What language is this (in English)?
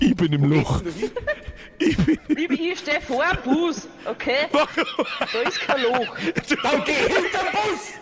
Bavarian